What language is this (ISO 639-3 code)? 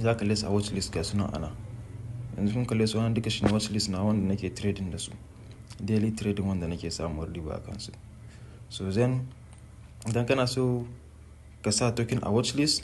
hau